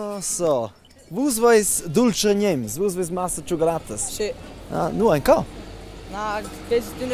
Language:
Romansh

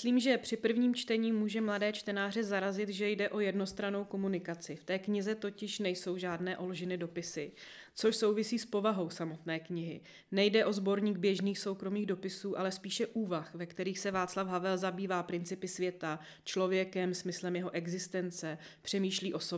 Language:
Czech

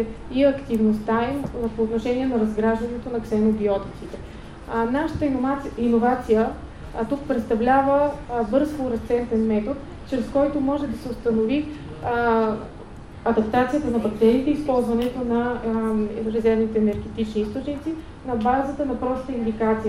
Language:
Bulgarian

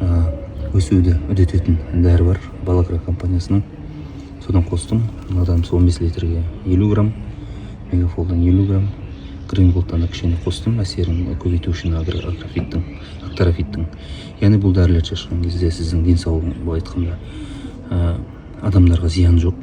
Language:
Kazakh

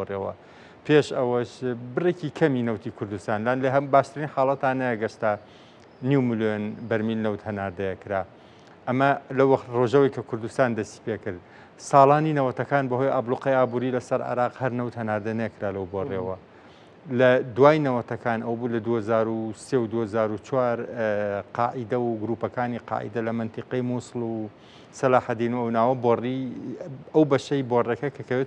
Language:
Central Kurdish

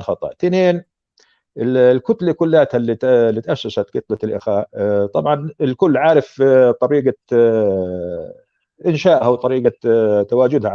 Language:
North Levantine Arabic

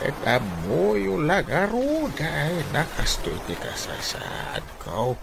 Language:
Iloko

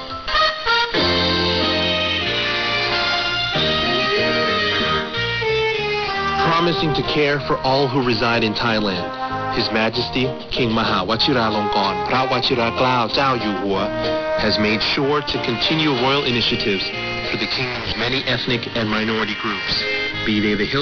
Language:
English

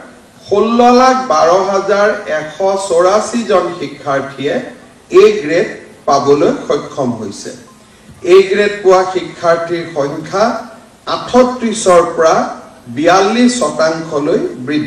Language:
Assamese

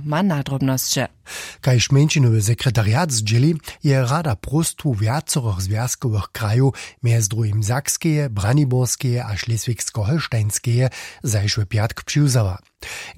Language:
Upper Sorbian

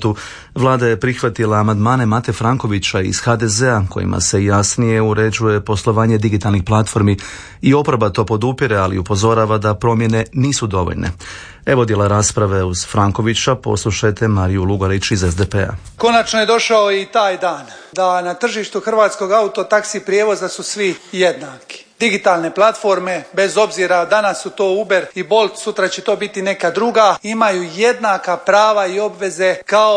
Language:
Croatian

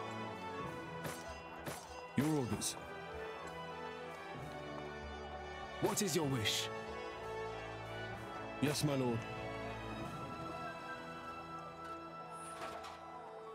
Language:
English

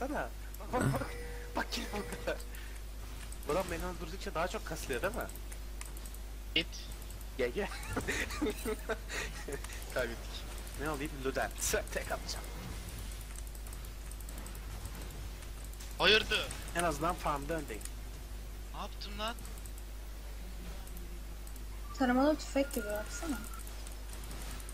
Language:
Turkish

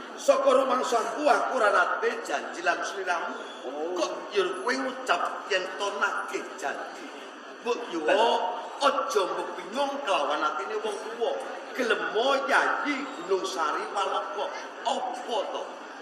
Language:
Javanese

